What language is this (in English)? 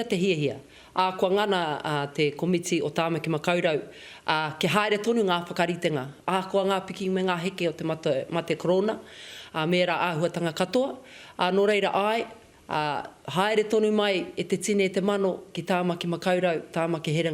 Māori